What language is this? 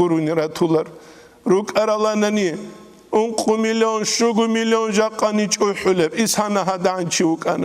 Avaric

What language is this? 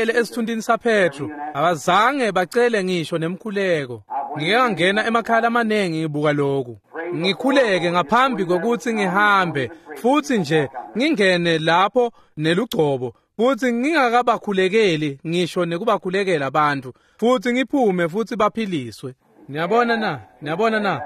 Swati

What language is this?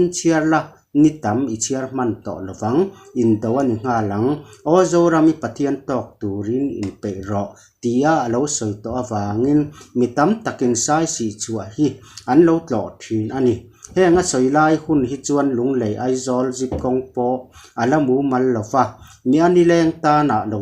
Mizo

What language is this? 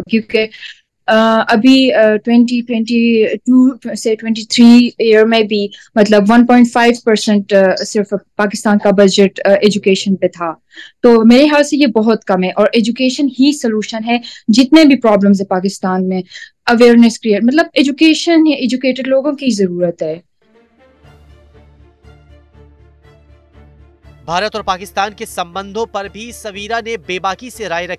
Hindi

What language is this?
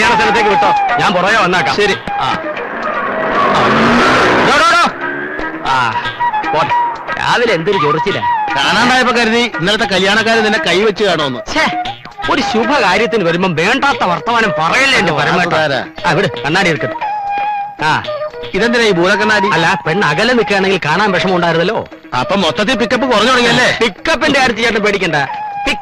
Malayalam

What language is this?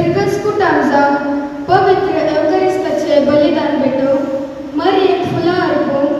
Konkani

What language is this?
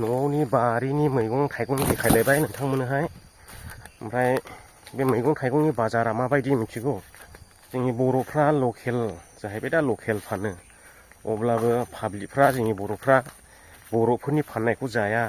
Bodo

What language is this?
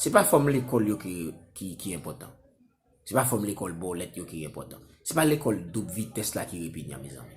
Haitian Creole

